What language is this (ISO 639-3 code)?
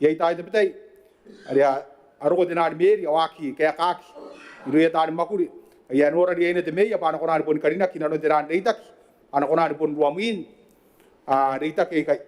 gil